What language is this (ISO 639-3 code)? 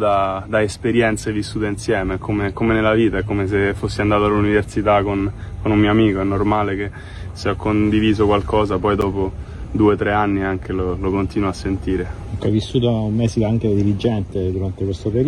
ita